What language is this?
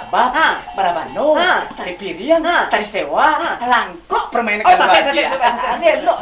Minangkabau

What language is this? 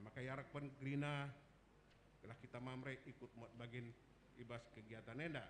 Batak Karo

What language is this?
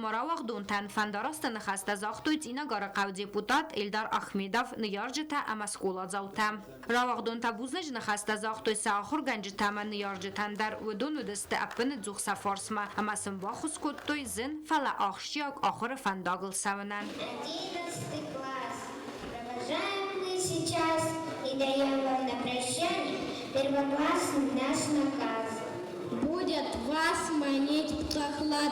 Ossetic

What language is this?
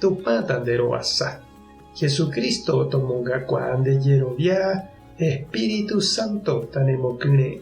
Guarani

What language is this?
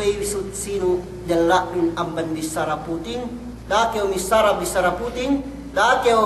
Yakan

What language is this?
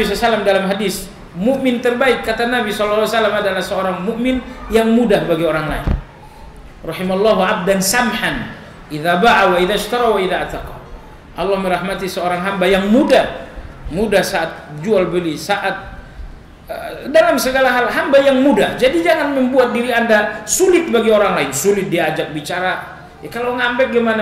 Indonesian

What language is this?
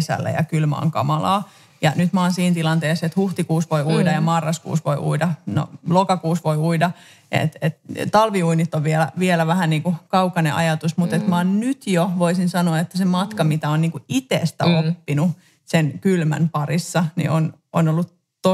Finnish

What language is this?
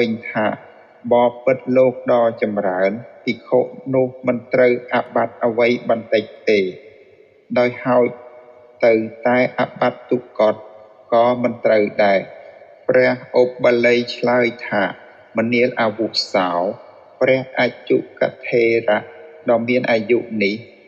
Khmer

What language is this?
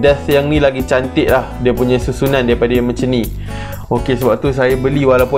Malay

